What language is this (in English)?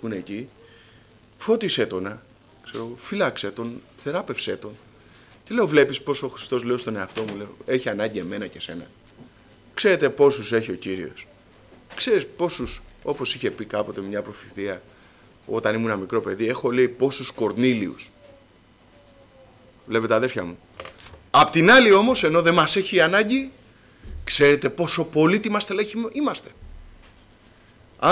Greek